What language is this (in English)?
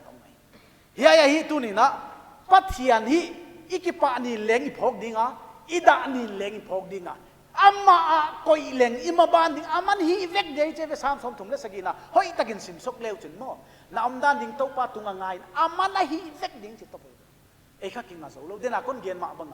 Paite Chin